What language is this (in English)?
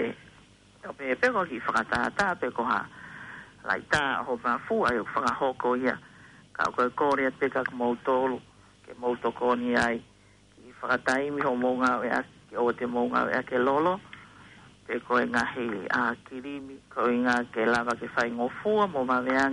Tongan